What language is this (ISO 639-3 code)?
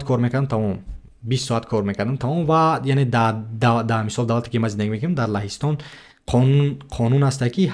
tgk